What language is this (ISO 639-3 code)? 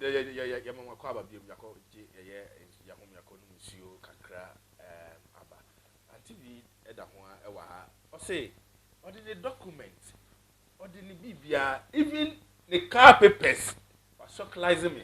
aka